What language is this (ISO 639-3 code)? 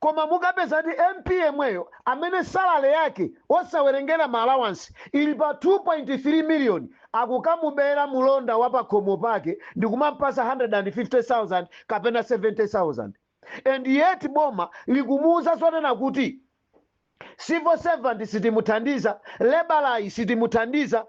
nya